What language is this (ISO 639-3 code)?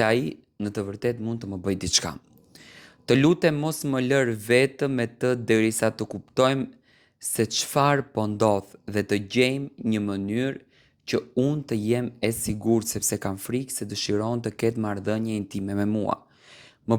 sqi